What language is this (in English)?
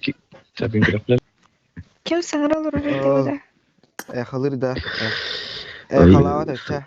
Yakut